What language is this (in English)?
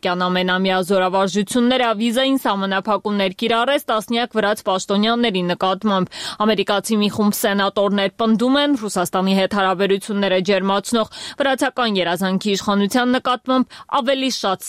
Armenian